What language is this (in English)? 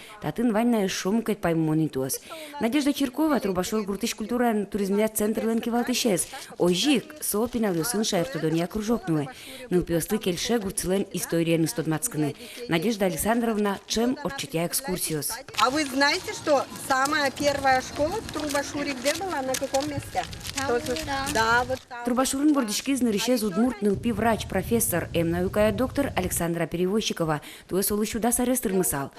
Udmurt